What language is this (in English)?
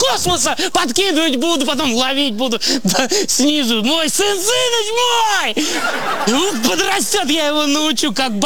Russian